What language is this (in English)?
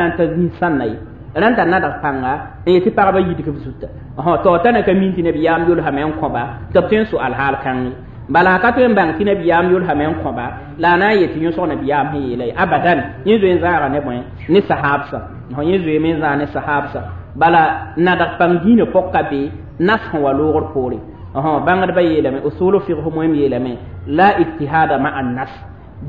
Mossi